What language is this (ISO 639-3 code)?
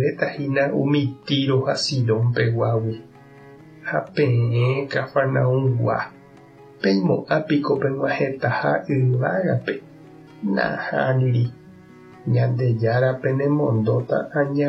grn